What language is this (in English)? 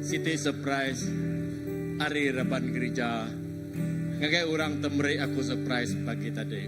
Iban